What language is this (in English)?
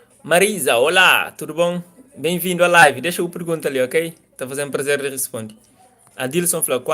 Kabuverdianu